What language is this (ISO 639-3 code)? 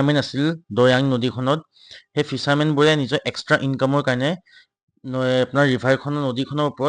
asm